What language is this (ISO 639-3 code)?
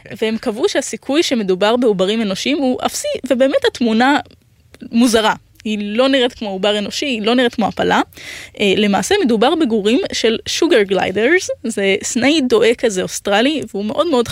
heb